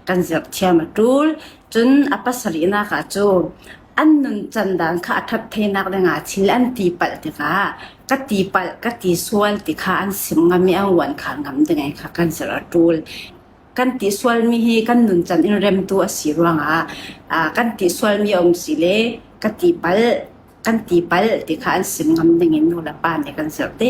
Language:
Falam Chin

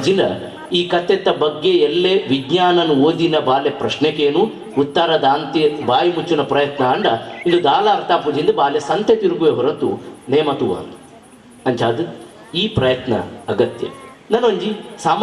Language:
Tulu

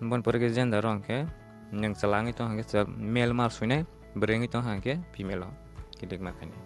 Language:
Kok Borok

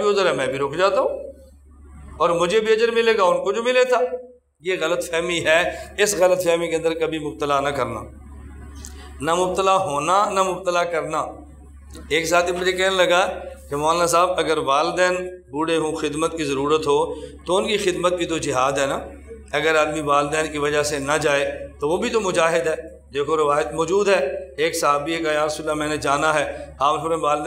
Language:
Urdu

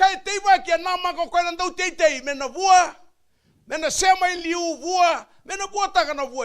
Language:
Fijian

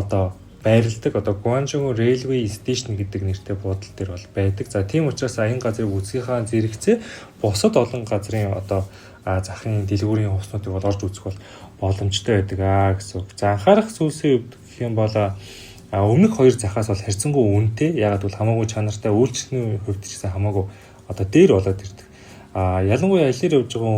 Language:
Mongolian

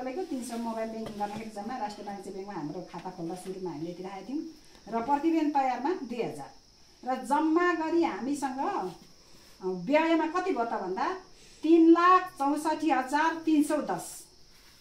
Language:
Nepali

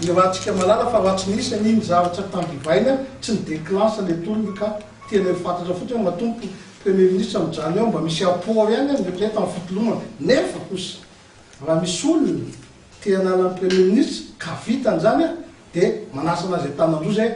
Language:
Malagasy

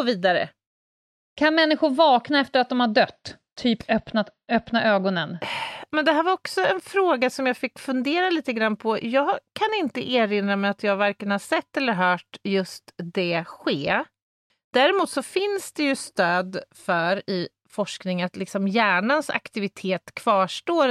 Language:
Swedish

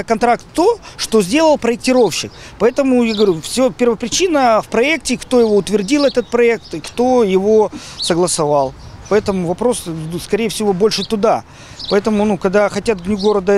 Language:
Russian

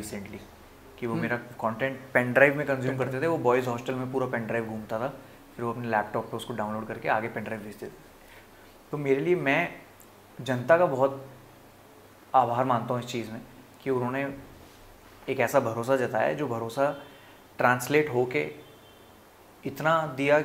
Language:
Hindi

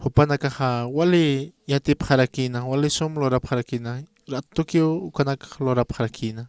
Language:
Aymara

